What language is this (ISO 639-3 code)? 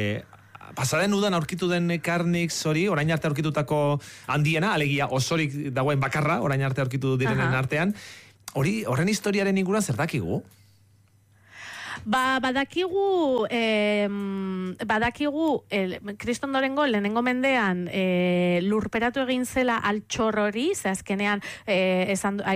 eus